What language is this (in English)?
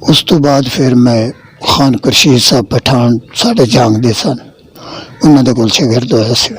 Western Panjabi